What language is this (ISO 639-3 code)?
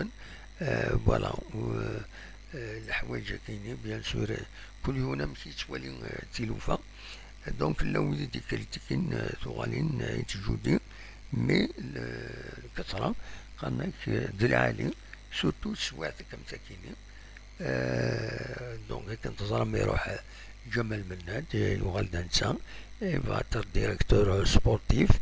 kab